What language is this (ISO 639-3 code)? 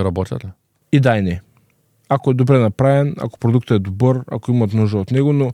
bul